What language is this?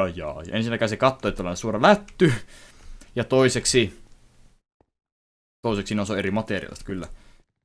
Finnish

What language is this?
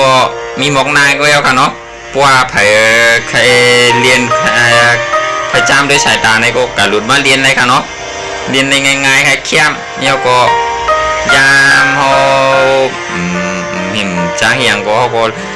Shan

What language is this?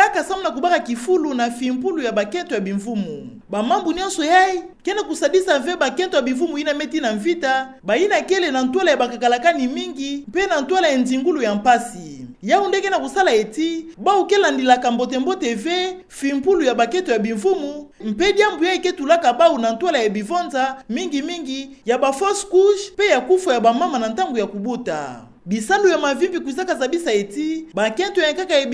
Kituba (Democratic Republic of Congo)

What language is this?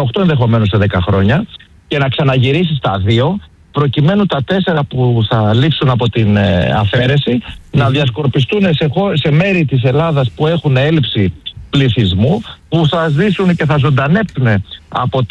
Greek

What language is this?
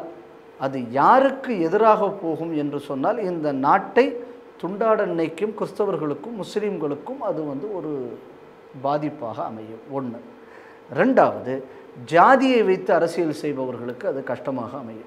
Tamil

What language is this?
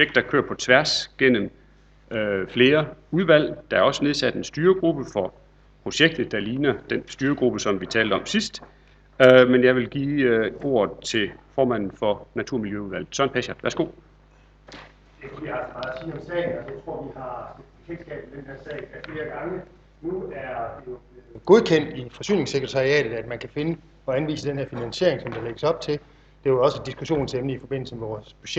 Danish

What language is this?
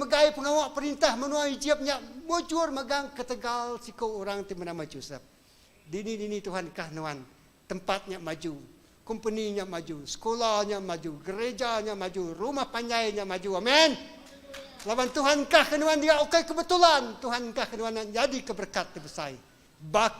Iban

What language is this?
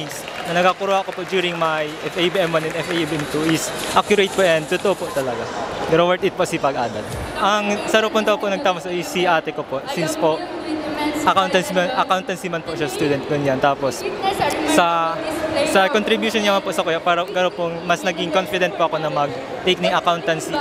Bikol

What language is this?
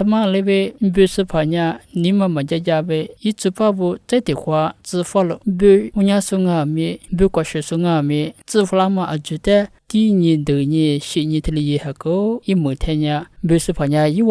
Lisu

